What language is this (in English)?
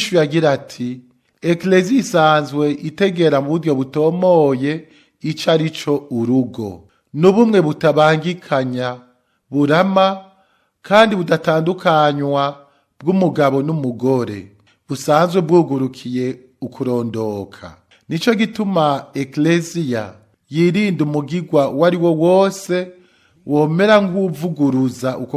Rundi